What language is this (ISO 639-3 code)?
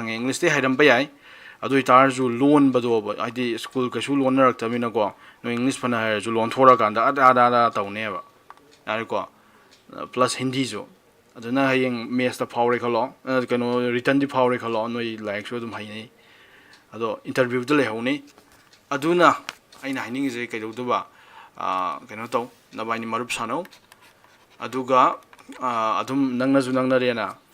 mni